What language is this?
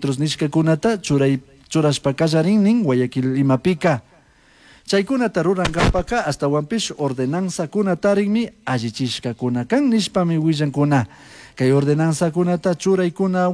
Chimborazo Highland Quichua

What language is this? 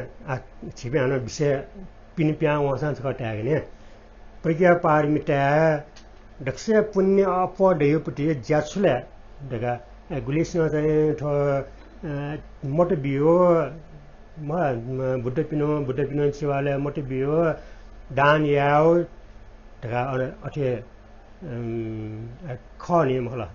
Newari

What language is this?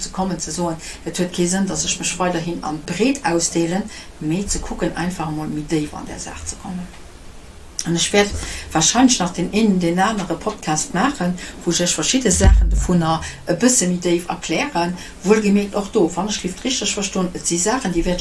Luxembourgish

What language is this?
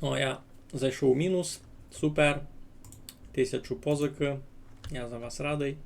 Rusyn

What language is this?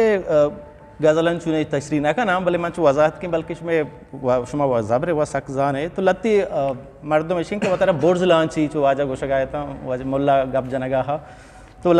Eastern Balochi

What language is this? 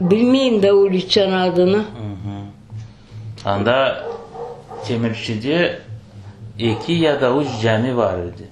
Crimean Tatar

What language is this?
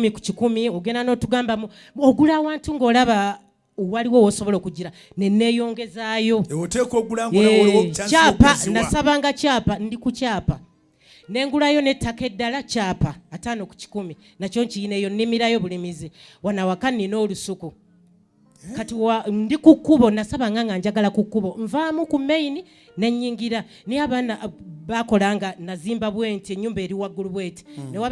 Ganda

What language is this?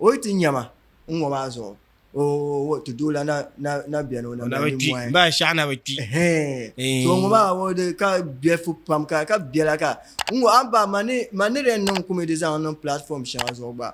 Dagbani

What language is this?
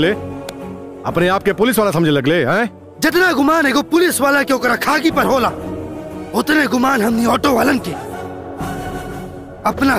Bhojpuri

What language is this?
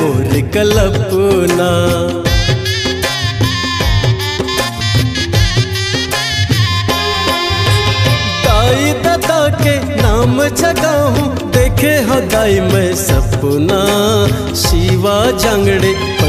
Chhattisgarhi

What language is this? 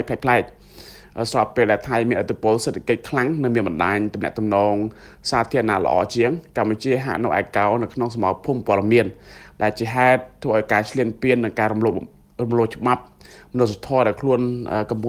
Khmer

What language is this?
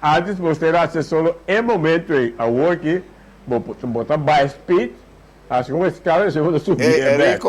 Papiamento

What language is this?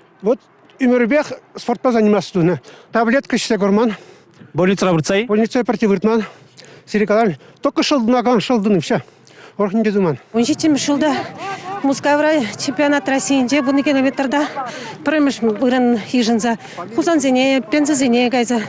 Chuvash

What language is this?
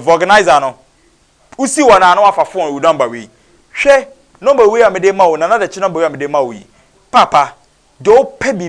Akan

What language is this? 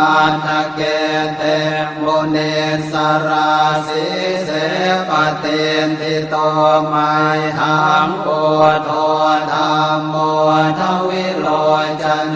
Pali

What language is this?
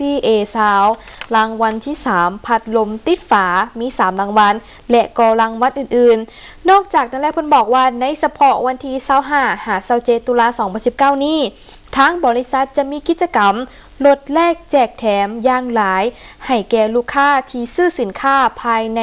Lao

